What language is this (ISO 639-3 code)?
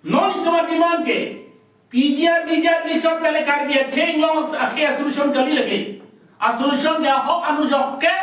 mjw